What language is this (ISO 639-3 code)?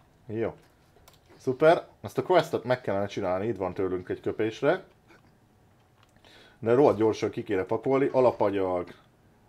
hun